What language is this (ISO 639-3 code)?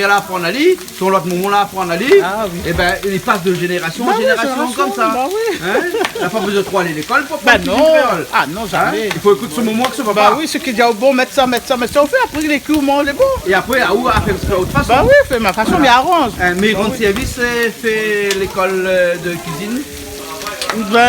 rcf